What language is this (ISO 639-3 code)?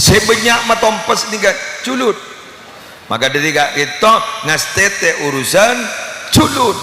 mad